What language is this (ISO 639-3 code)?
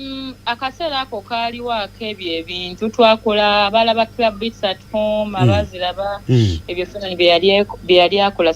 lug